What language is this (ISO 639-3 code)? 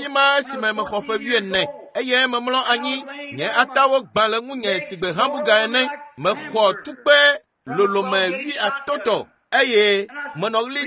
ewe